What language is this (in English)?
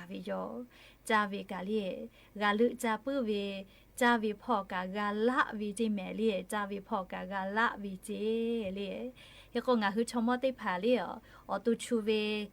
Lahu